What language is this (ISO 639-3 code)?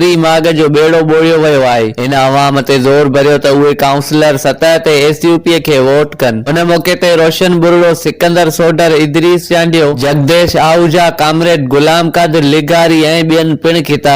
snd